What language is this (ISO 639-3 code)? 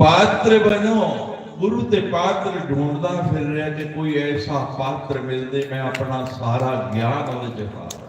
doi